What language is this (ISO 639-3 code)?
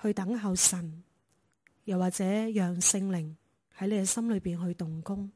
yue